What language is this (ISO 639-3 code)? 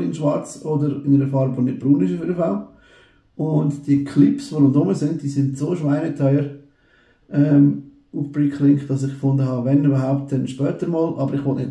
gsw